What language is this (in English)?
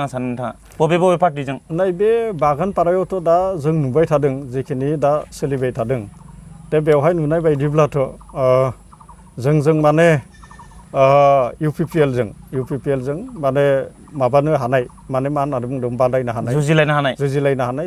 Bodo